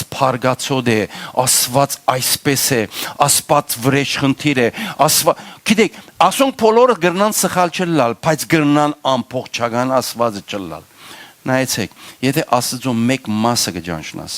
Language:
Western Armenian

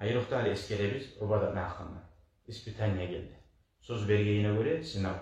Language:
Kumyk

